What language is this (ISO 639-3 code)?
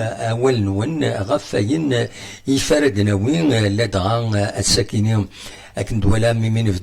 kab